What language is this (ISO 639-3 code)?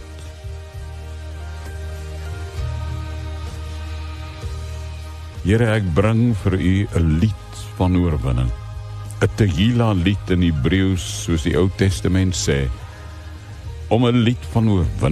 afr